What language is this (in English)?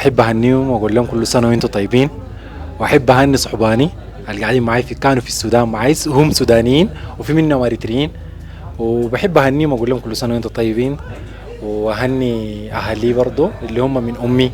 Sudanese Arabic